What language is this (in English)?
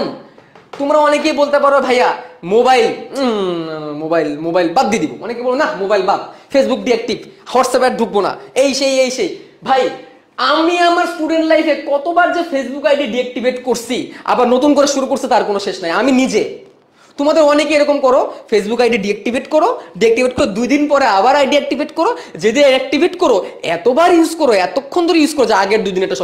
Bangla